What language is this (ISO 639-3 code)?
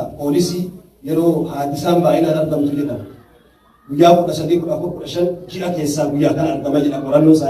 orm